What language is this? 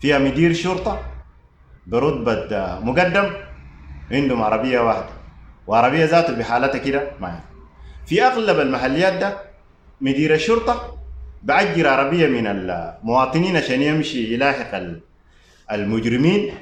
Sudanese Arabic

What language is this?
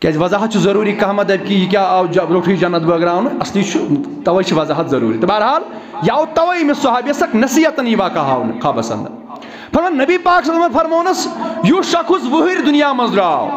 Kashmiri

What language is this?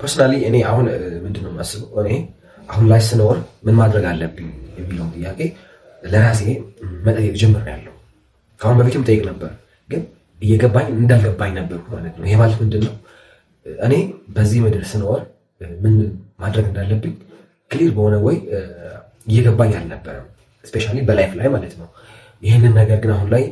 Amharic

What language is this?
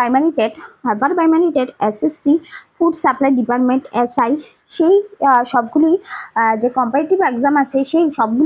Bangla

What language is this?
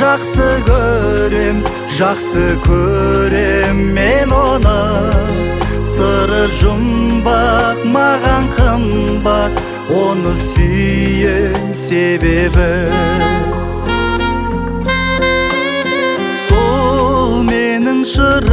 Kazakh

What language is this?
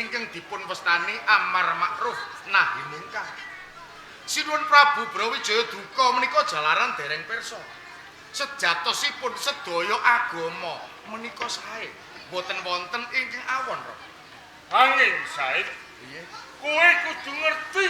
Javanese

